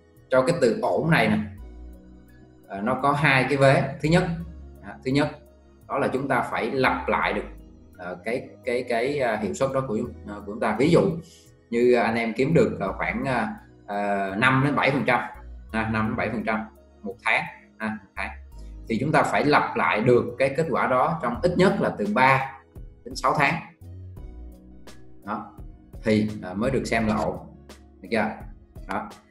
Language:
Vietnamese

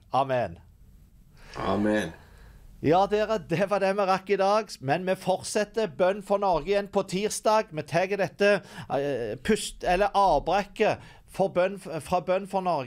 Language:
Norwegian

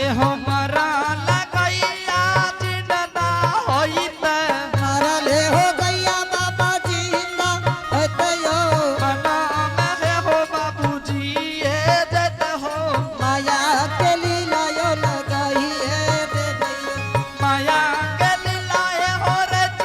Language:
Angika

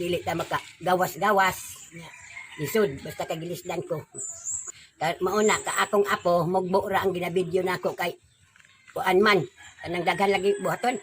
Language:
Cebuano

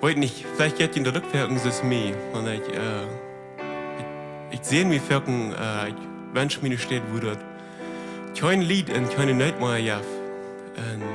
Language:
Plautdietsch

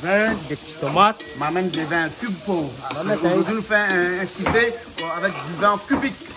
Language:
Réunion Creole French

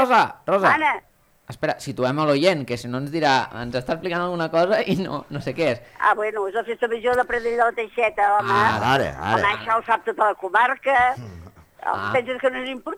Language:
Catalan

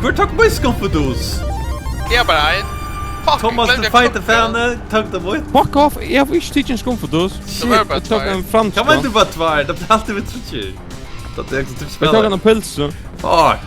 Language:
Faroese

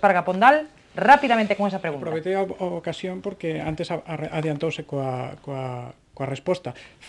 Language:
Galician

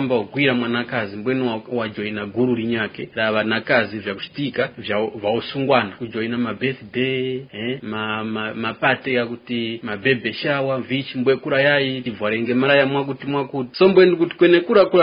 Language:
Tumbuka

